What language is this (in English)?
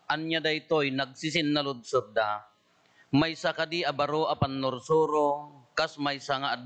Iloko